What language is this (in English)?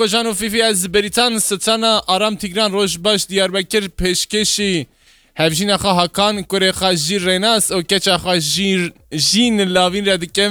Kurdish